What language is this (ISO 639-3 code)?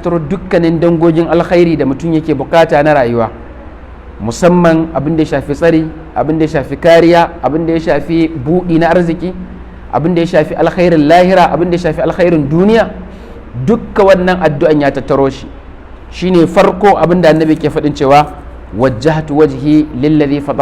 hau